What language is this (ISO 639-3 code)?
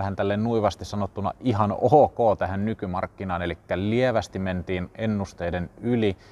fin